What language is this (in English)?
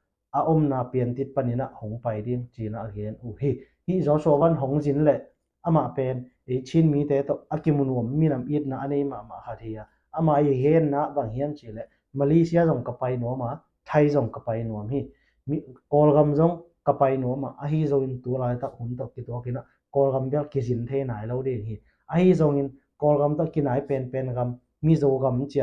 Tedim Chin